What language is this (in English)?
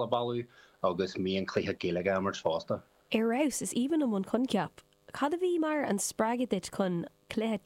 Irish